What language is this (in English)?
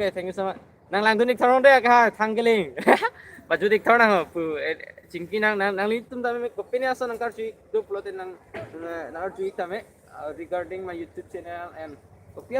Karbi